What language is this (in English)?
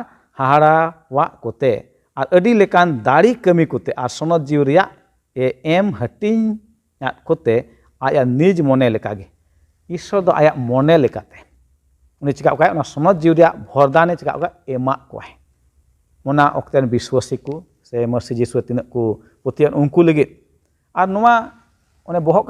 Santali